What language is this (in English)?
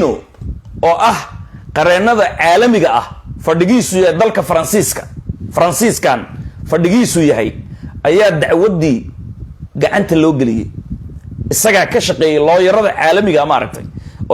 Somali